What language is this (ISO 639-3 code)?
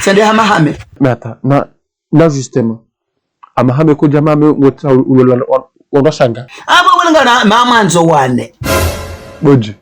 zdj